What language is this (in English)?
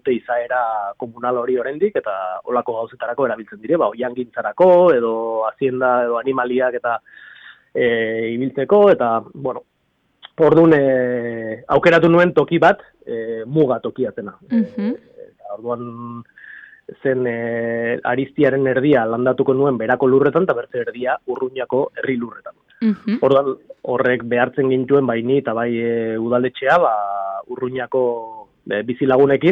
Basque